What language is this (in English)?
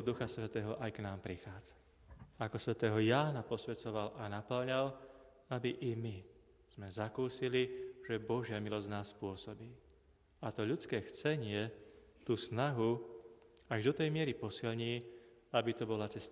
Slovak